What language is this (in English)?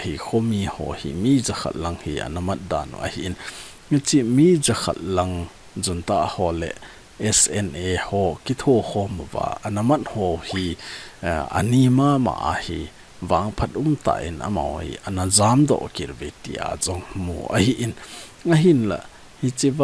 Thado Chin